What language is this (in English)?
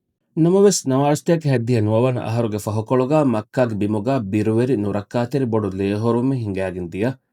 Divehi